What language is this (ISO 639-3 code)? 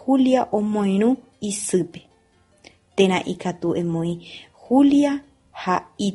grn